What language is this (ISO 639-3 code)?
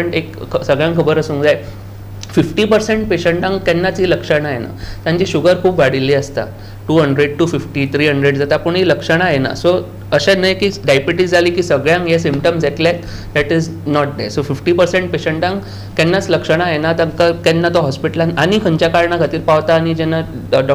kok